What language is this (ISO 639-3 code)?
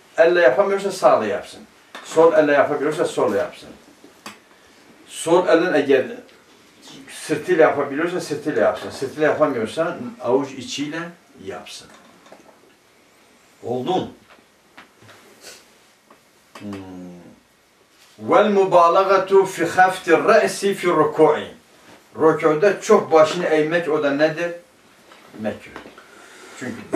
tur